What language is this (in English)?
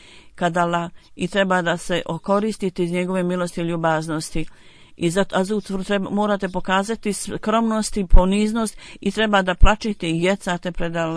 Bosnian